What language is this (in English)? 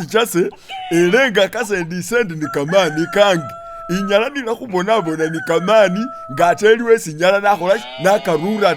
Masaaba